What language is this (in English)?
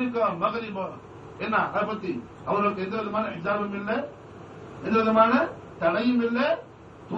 Tamil